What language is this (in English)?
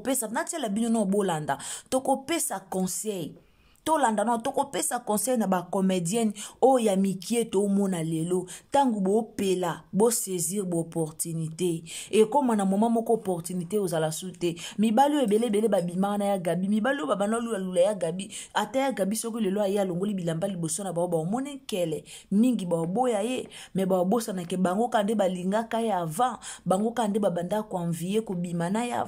Lingala